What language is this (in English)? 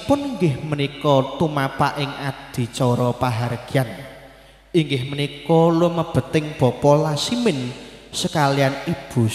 Javanese